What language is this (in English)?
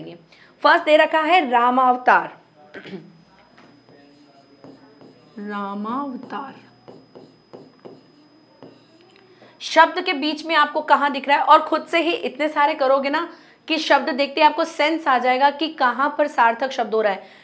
Hindi